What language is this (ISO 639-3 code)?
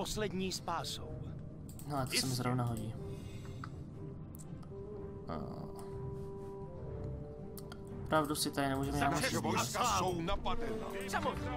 ces